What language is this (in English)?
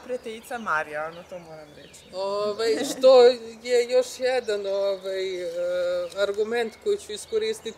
Croatian